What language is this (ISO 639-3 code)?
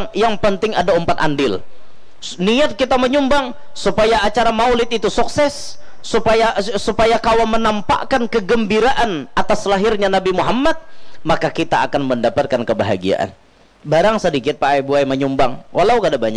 bjn